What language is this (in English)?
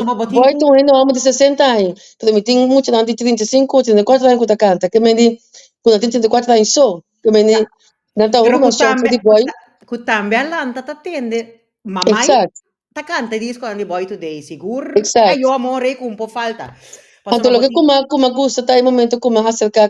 Papiamento